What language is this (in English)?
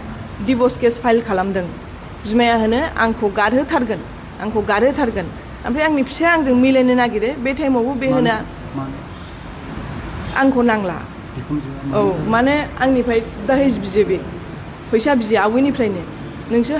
Bodo